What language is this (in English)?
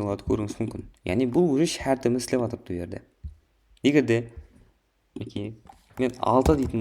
Kara-Kalpak